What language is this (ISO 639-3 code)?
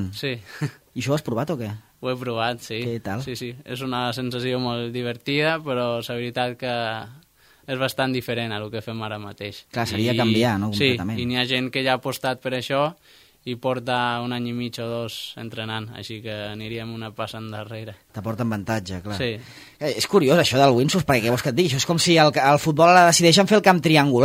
cat